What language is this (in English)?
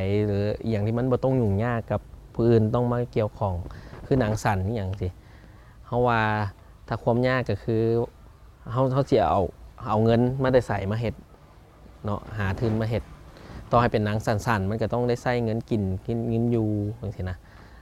Lao